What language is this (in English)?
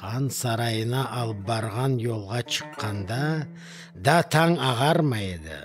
Crimean Tatar